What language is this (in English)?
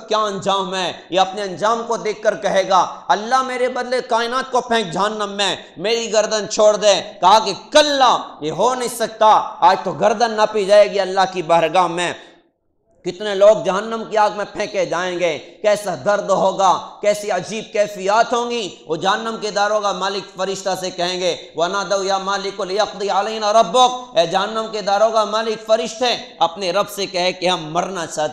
Urdu